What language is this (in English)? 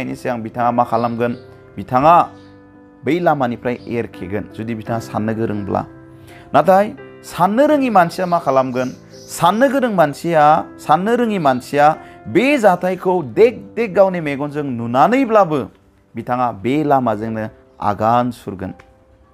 Bodo